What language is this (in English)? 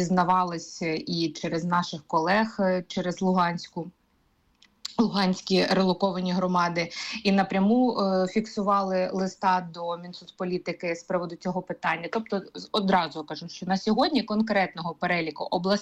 Ukrainian